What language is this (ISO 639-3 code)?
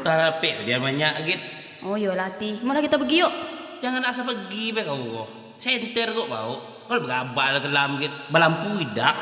jax